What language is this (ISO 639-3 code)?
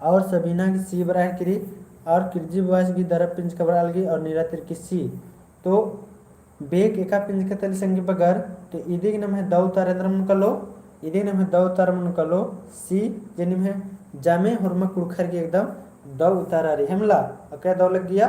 kru